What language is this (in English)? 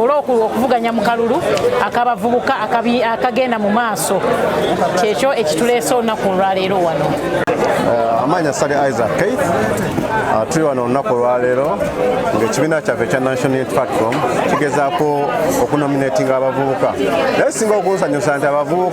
Ganda